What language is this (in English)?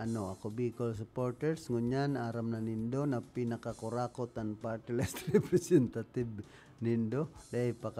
Bikol